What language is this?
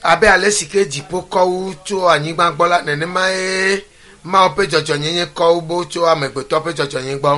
Ewe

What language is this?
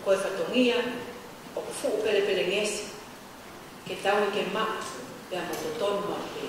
Tongan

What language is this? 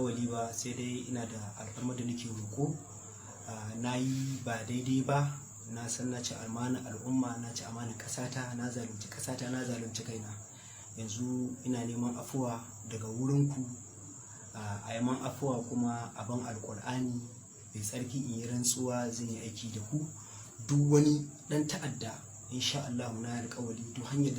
Hausa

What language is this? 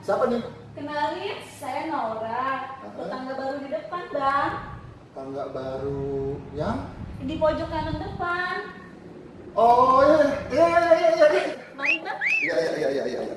Betawi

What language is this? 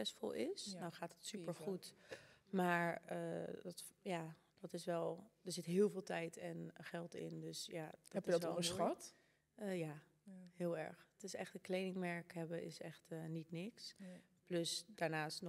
Dutch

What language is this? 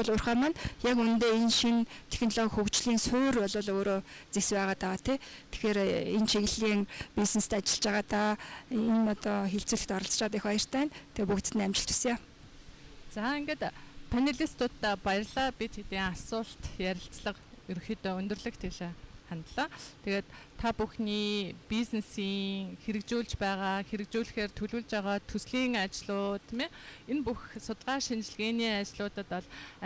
Mongolian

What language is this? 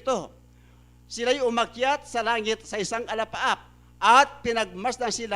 Pampanga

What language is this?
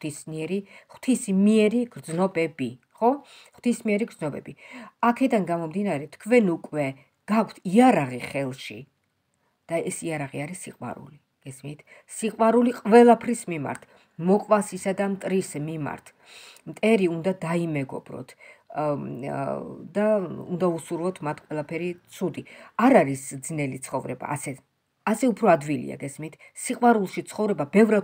Georgian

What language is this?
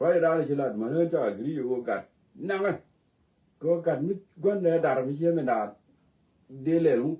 Nuer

